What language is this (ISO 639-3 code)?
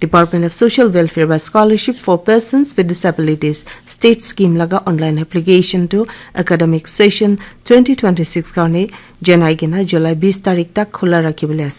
nag